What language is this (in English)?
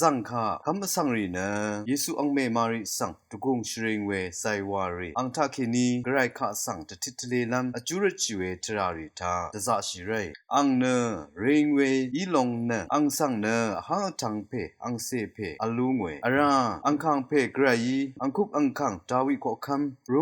Rawang